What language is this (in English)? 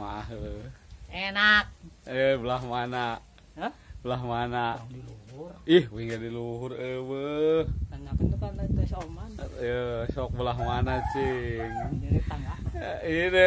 Sundanese